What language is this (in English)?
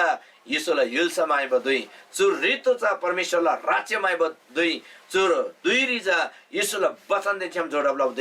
Eastern Tamang